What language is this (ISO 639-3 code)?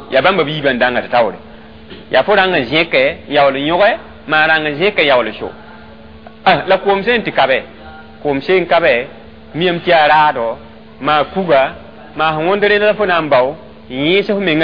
mos